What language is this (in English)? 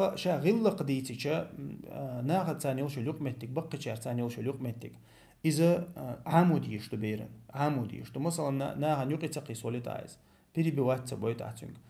Chechen